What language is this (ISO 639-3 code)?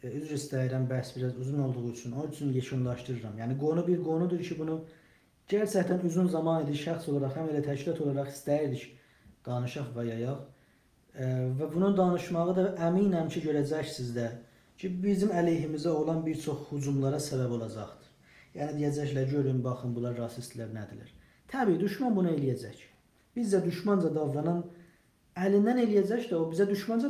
azb